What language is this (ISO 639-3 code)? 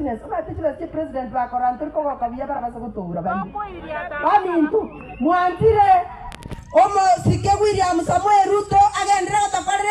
guz